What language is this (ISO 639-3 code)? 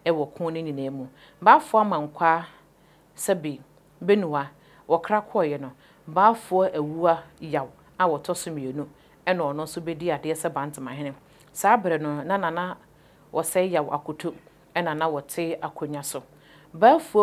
aka